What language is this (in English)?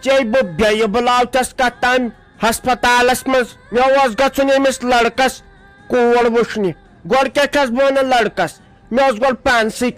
Kashmiri